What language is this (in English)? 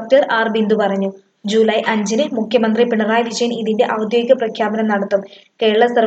Malayalam